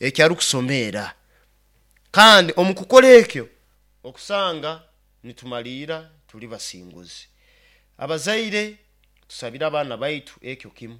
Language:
Nyoro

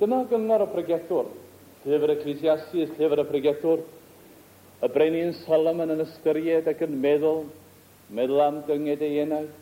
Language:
Welsh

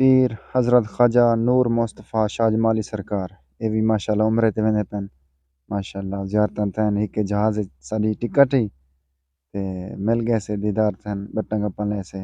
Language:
Saraiki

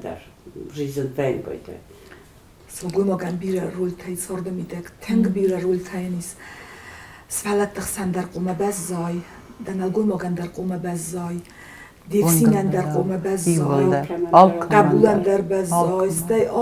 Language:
Ossetic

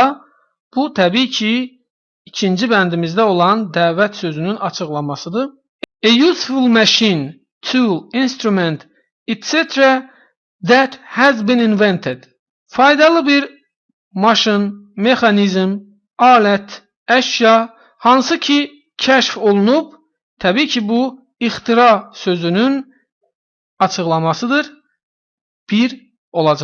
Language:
Azerbaijani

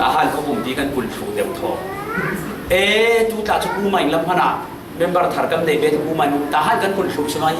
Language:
Falam Chin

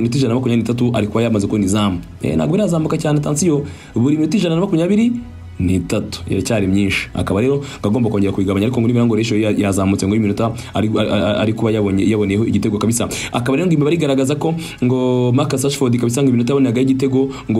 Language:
Kinyarwanda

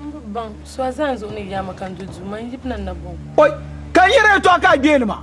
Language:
Dagbani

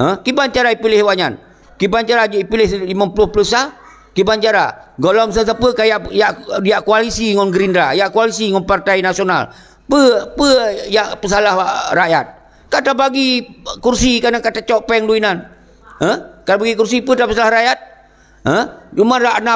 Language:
Achinese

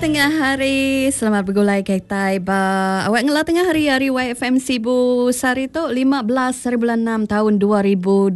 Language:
Iban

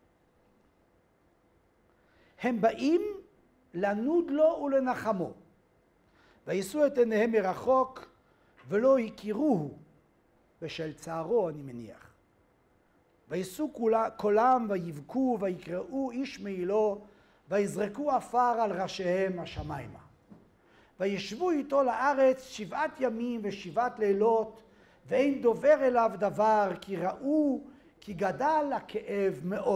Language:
Hebrew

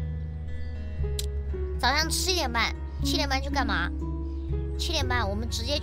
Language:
Chinese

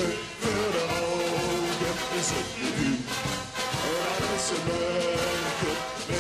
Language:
Limburgish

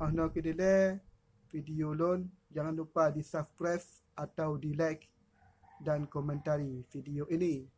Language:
Achinese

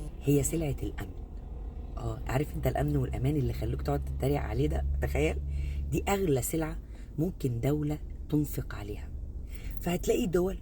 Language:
Egyptian Arabic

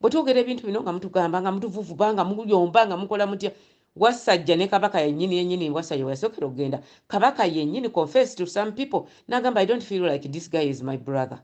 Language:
Ganda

